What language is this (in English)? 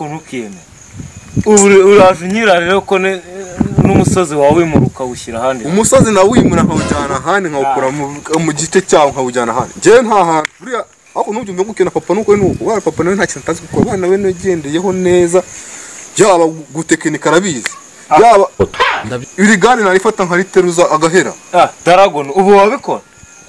Kinyarwanda